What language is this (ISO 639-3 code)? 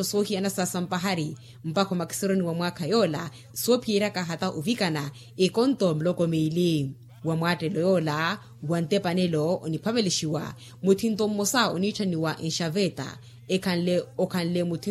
vmw